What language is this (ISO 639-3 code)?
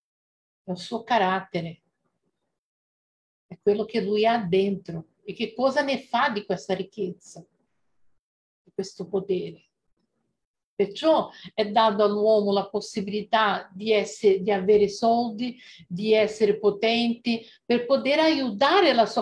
ita